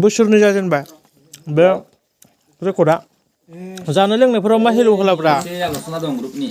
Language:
Bodo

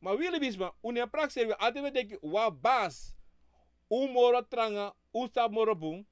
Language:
Sranan Tongo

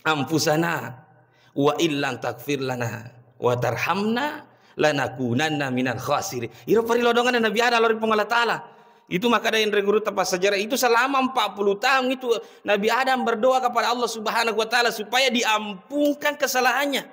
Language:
Buginese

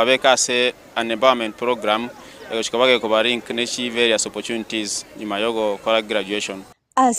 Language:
Gusii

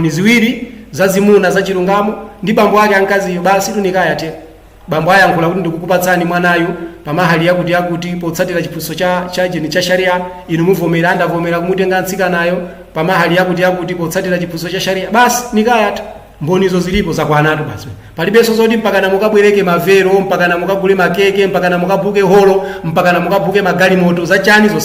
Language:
Nyanja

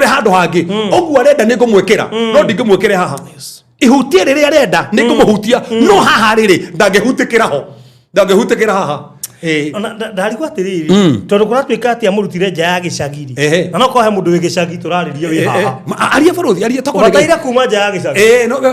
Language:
Kikuyu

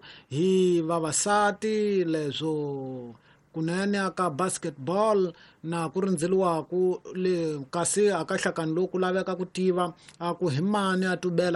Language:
Tsonga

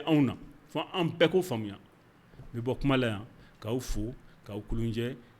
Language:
Bambara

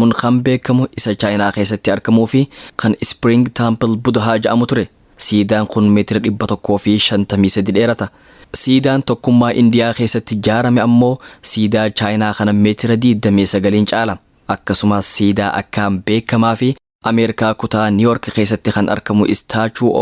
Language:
Oromo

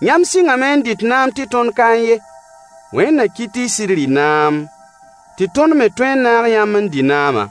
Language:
Mossi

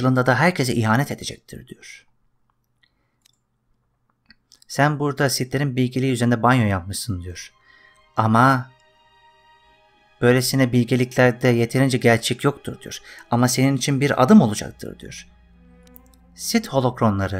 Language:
Turkish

